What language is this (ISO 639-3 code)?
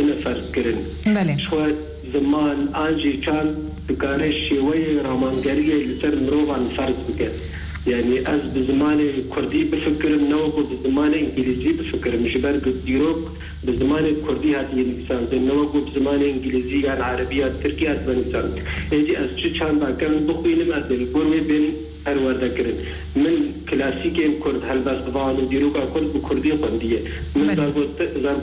kur